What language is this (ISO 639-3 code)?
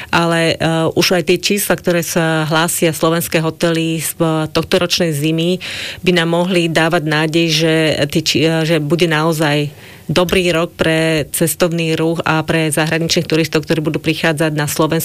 slk